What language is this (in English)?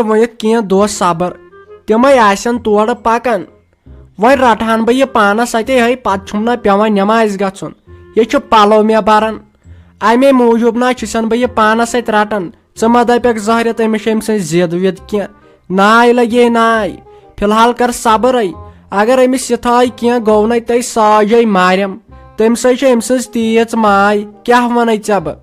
Kashmiri